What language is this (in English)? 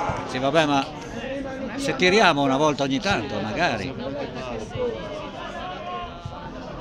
Italian